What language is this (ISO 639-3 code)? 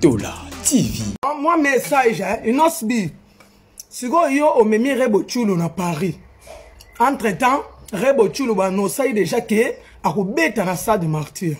lin